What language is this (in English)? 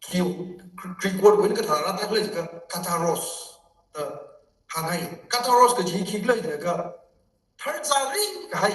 Tangkhul Naga (India)